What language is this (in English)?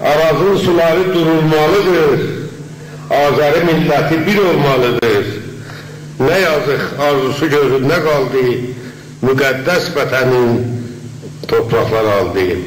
South Azerbaijani